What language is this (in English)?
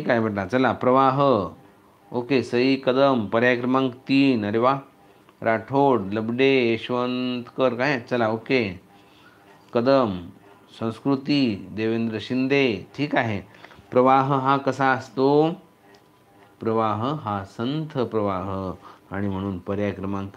Marathi